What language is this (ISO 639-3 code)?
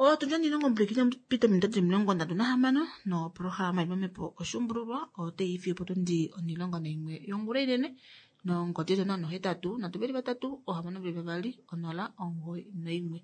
kua